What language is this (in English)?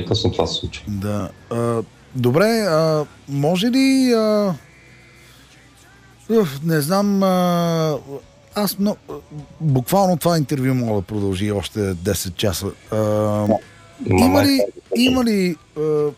Bulgarian